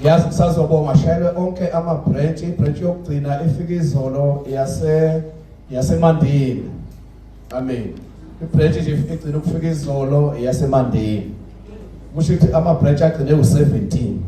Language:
Zulu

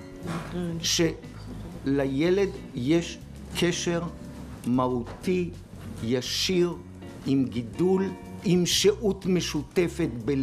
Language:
Hebrew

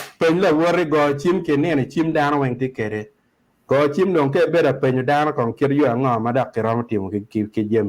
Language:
Acoli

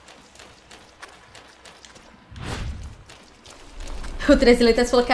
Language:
Portuguese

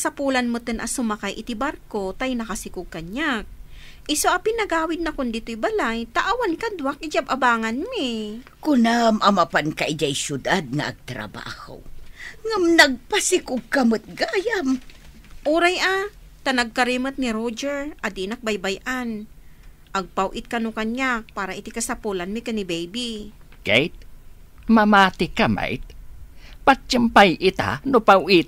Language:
Iloko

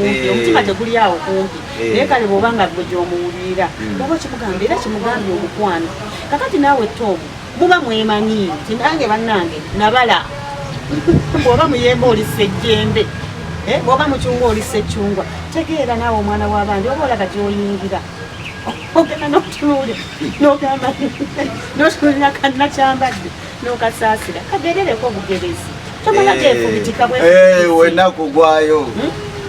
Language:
Ganda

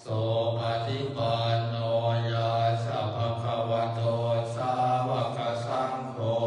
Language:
Pali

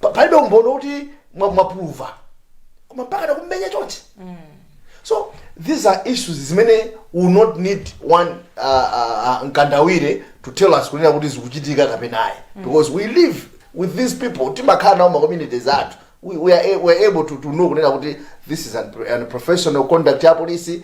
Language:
Nyanja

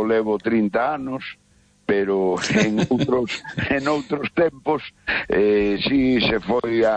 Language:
Galician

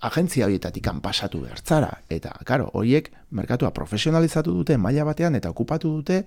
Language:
Basque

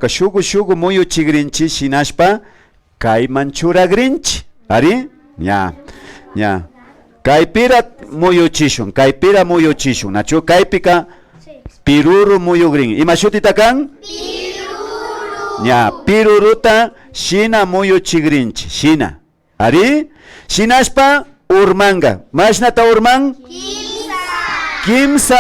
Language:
Imbabura Highland Quichua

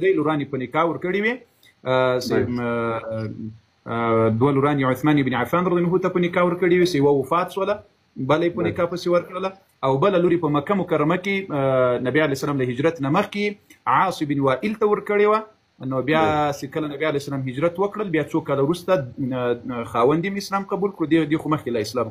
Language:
Pashto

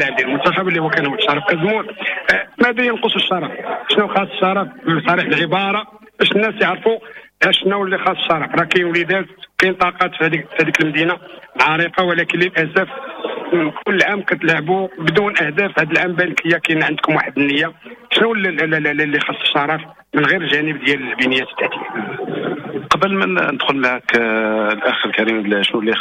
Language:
Moroccan Arabic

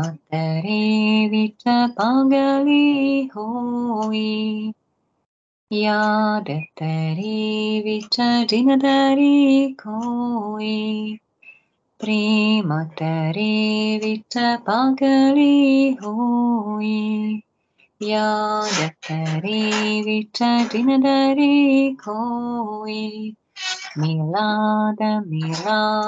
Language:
Hungarian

